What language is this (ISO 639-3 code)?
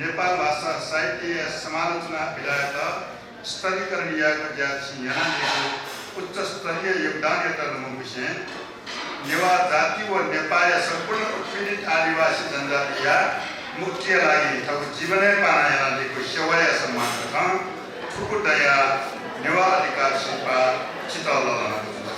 new